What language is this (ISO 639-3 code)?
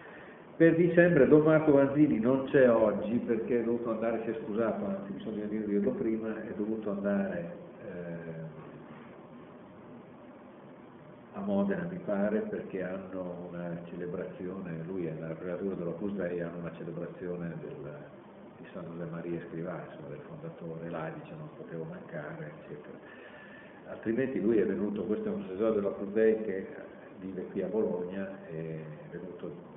ita